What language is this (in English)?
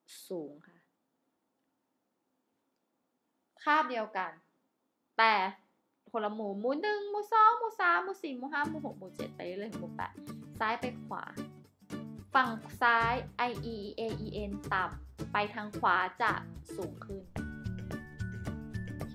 Thai